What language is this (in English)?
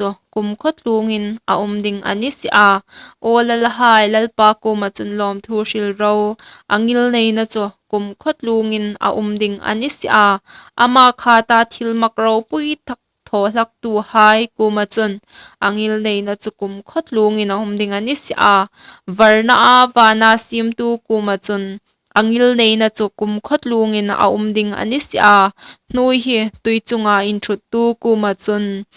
Hmar